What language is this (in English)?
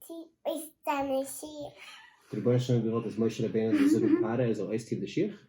Yiddish